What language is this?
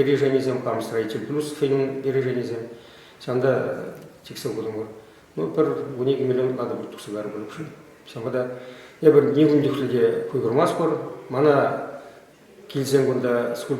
Chuvash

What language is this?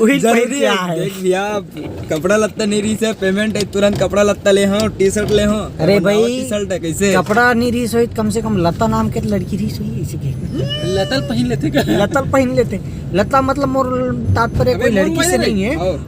Chhattisgarhi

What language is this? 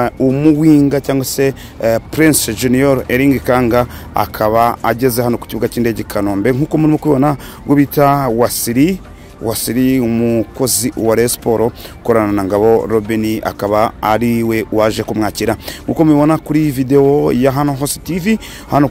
Kinyarwanda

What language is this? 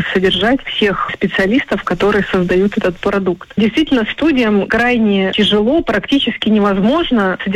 Russian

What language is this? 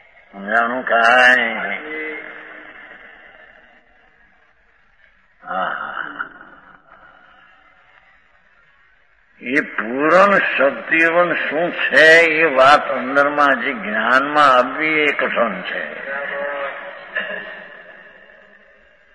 Gujarati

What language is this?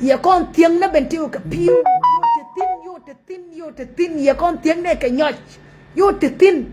Nuer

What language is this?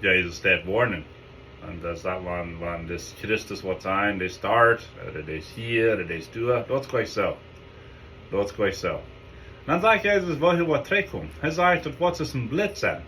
Plautdietsch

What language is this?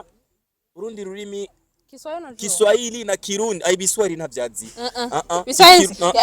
Rundi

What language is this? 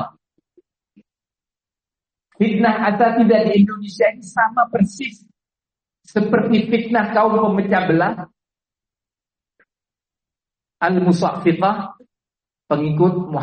Indonesian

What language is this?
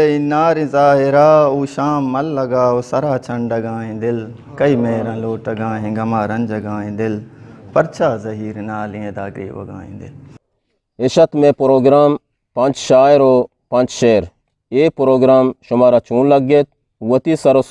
Eastern Balochi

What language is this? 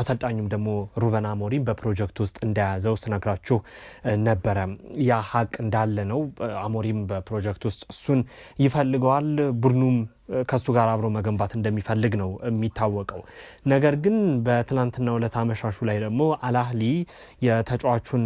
Amharic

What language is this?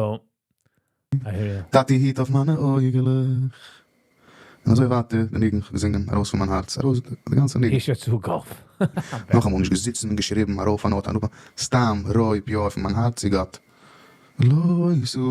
Yiddish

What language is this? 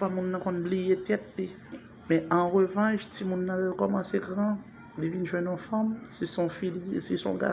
Haitian Creole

